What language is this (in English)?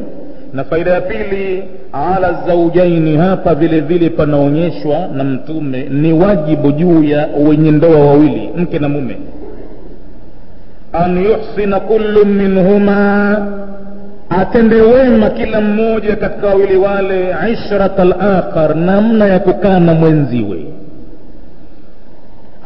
Swahili